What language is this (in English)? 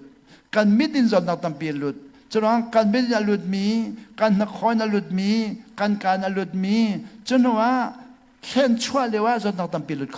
Hakha Chin